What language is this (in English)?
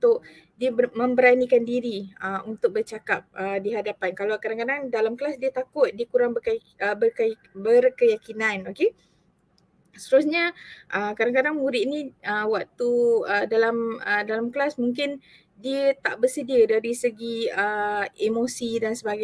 Malay